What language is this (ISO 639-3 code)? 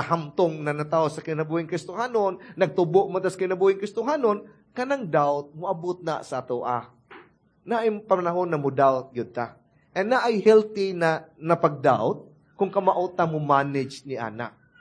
ceb